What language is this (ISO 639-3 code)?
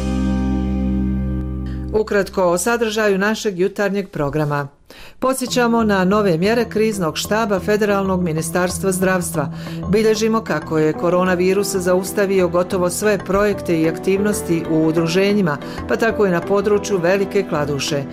bos